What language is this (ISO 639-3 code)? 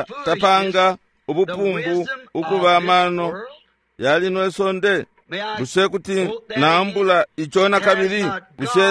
bem